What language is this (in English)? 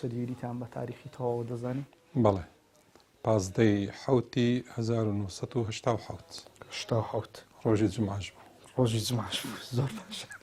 Central Kurdish